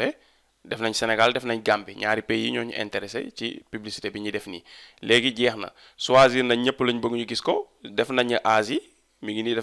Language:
Wolof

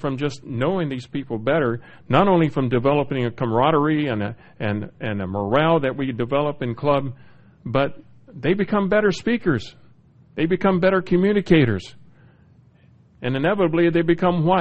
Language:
English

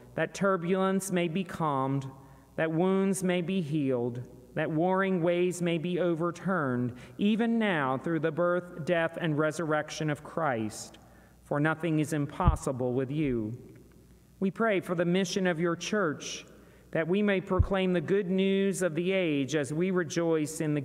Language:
English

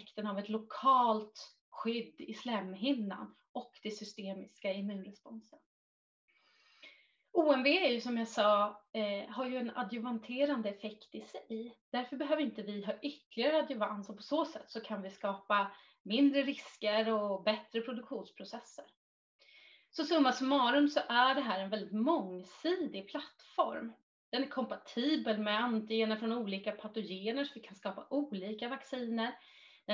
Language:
Swedish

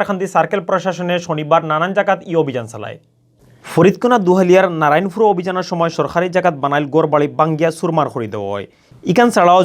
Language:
Sylheti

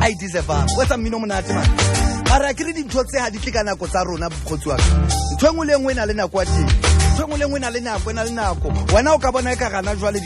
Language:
Southern Sotho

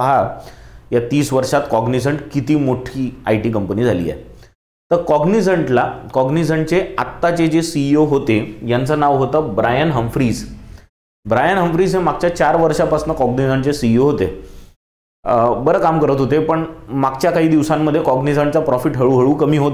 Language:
Marathi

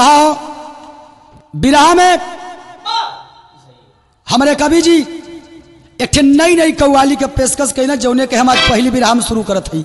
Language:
Bhojpuri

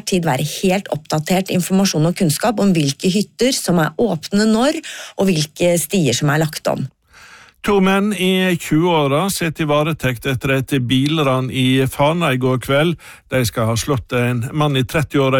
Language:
Norwegian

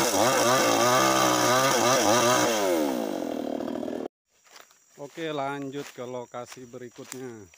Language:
Indonesian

